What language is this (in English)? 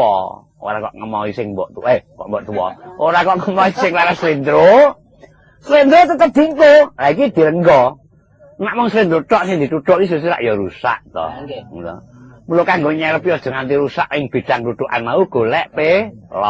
Javanese